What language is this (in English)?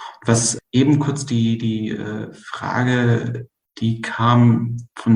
German